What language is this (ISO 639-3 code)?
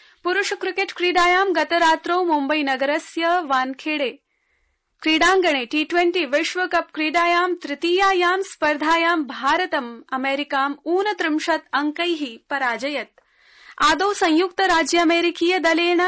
san